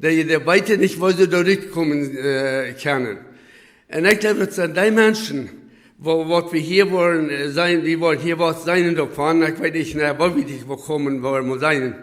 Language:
Plautdietsch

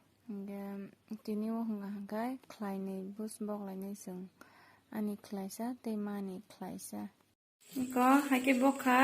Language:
Kok Borok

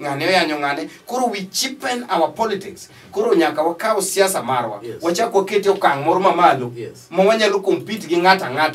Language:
Luo (Kenya and Tanzania)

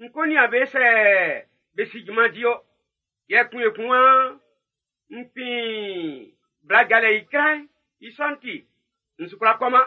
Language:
Baoulé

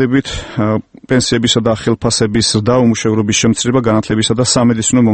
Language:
Georgian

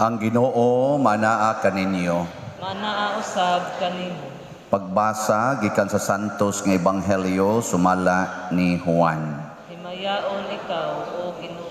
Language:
Cebuano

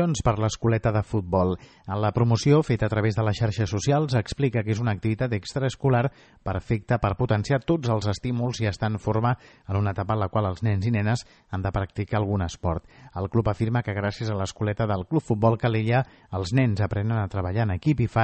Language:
Catalan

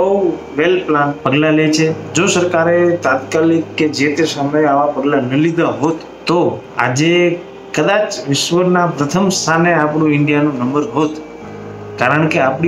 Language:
Gujarati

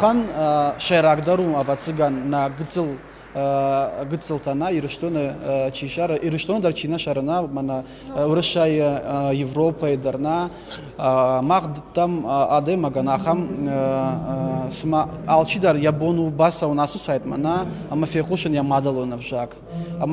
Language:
Ossetic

